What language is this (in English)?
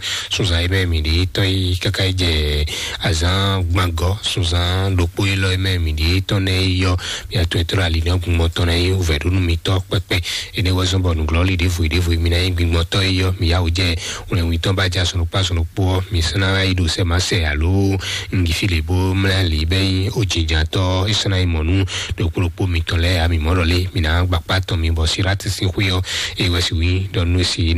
Fon